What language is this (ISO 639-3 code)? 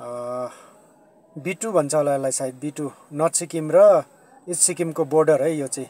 nep